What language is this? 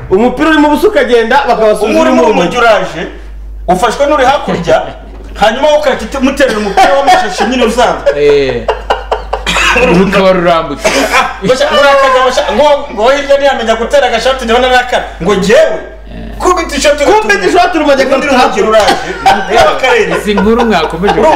Kinyarwanda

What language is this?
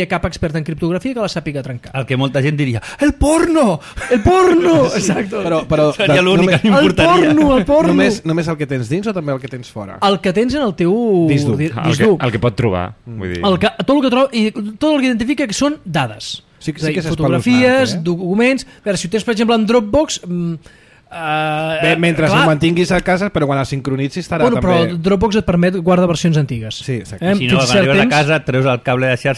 Catalan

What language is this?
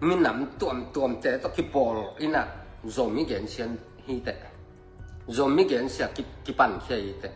Tedim Chin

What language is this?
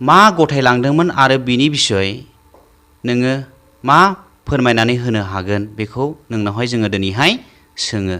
Bodo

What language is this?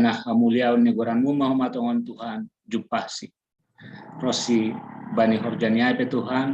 Batak Simalungun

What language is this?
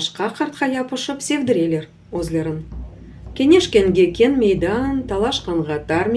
Crimean Tatar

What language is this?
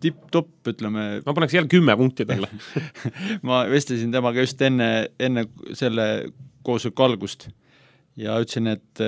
Estonian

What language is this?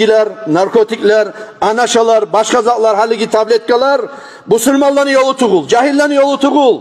Kumyk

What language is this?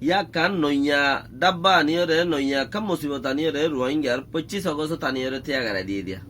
Rohingya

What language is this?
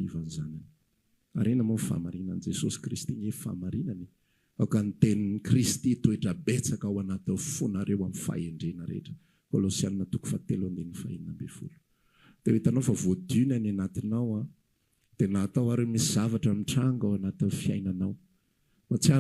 Malagasy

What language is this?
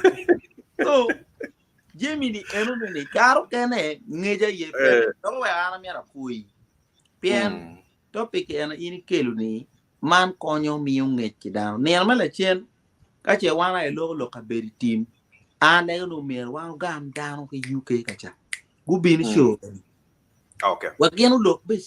Acoli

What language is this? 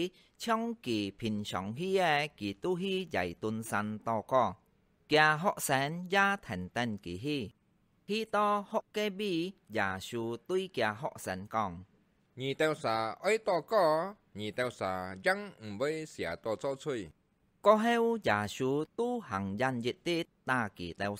Hakka Chinese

